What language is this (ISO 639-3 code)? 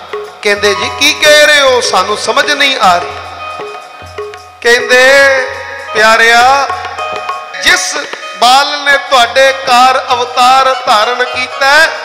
pan